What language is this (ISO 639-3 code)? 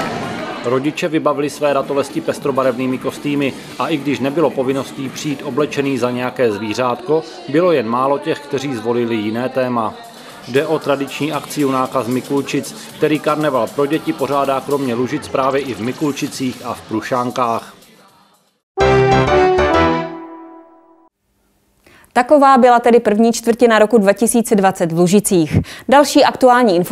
ces